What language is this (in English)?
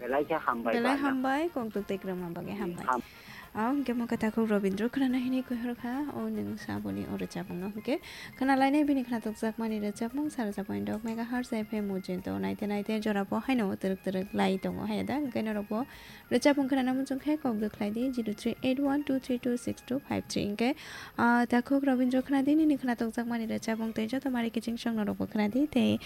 Kok Borok